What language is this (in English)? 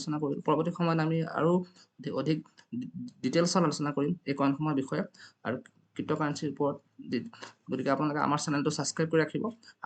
Assamese